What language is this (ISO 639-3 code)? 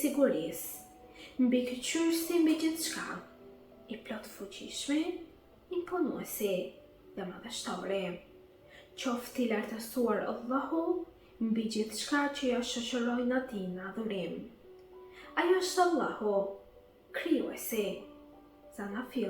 sqi